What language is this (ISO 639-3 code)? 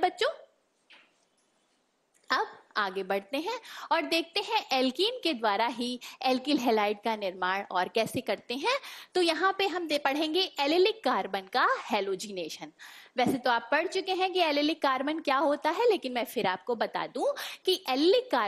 hin